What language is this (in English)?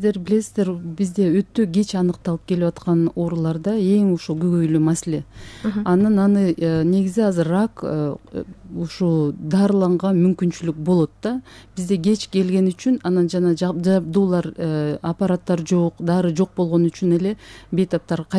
Kyrgyz